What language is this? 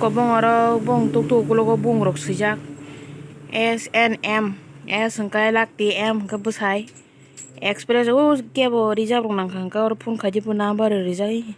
Kok Borok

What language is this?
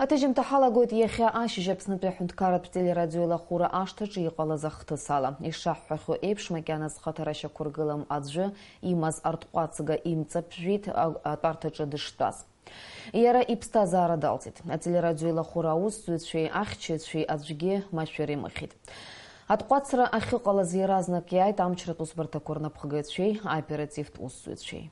Abkhazian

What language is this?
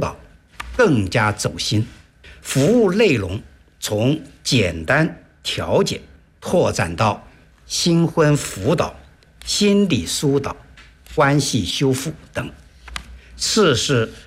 Chinese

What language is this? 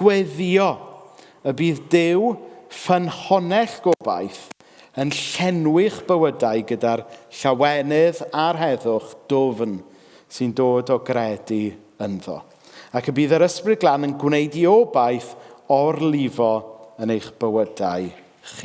Welsh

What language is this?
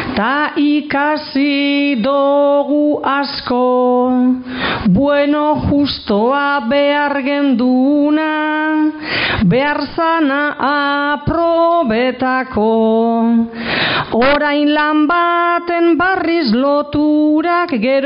Basque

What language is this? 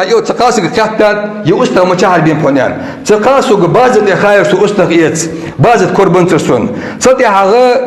Ingush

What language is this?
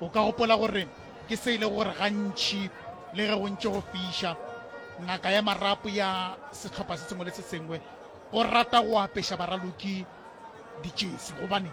Northern Sotho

